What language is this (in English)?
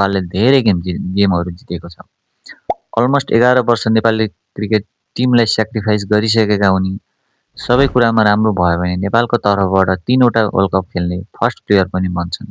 Nepali